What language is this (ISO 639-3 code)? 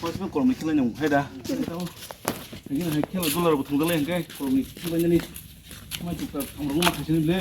trp